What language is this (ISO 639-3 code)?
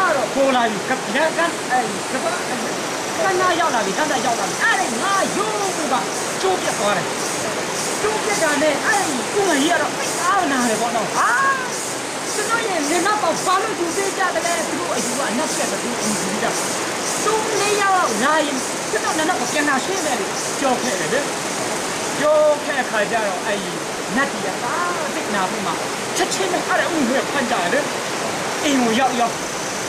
mya